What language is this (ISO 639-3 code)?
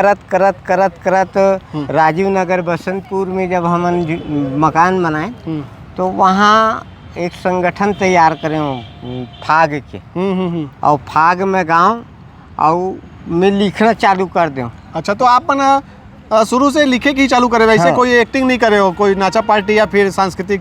hne